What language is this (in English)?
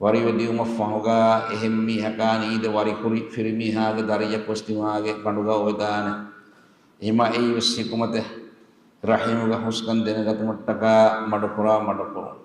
Divehi